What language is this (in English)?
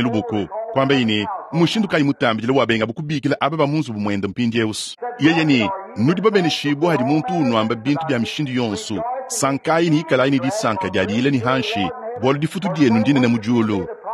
Luba-Lulua